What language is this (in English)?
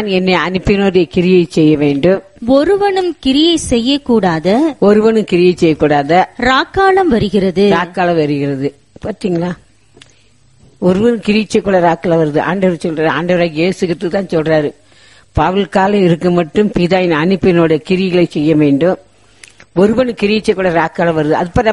Tamil